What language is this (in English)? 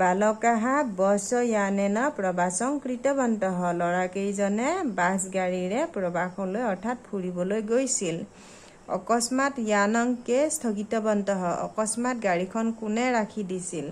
Assamese